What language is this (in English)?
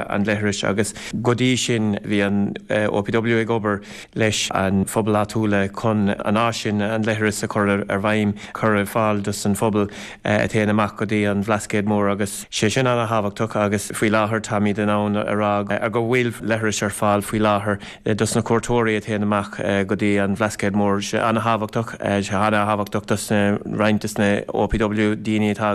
Irish